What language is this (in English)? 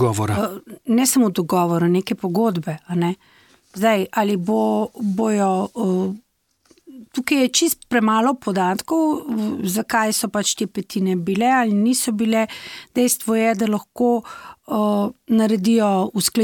Slovenian